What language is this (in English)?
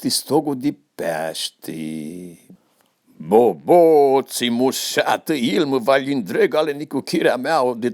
Aromanian